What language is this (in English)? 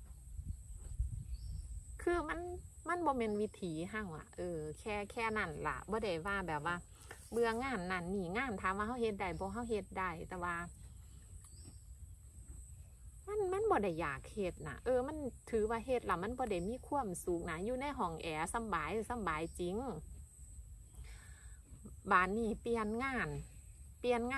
Northeastern Thai